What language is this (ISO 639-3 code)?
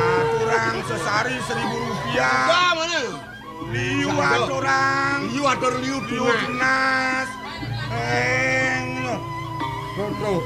ban